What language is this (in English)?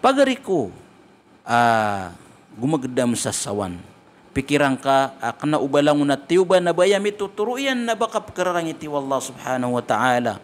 Maranao